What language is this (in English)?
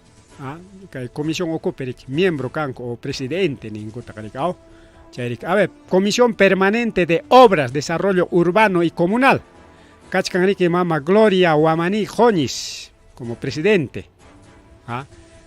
Ayacucho Quechua